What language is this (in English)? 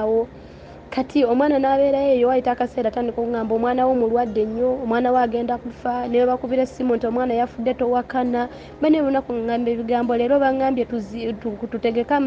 Ganda